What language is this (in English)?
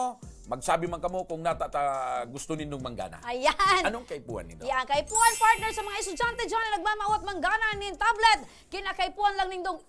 Bikol